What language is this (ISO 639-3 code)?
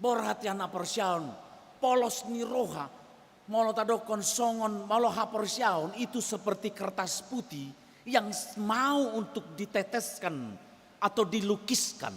bbc